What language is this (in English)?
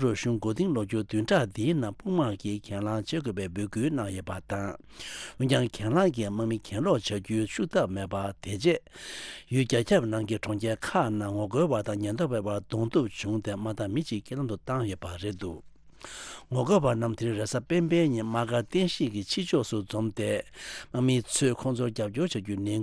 Tibetan